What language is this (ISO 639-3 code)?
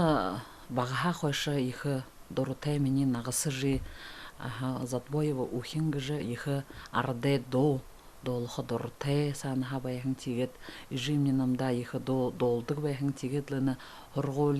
bua